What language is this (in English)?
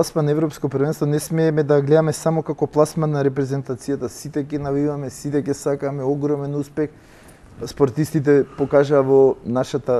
Macedonian